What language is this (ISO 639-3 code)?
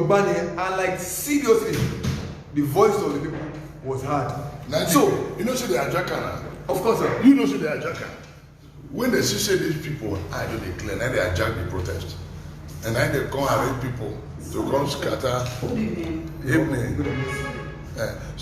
pcm